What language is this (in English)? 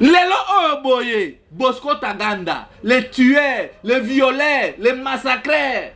Lingala